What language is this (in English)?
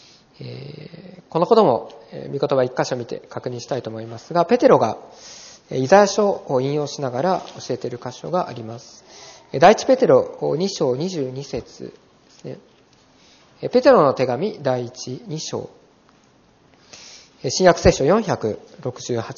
Japanese